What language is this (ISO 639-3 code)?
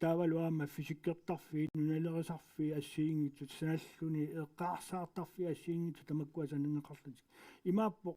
kal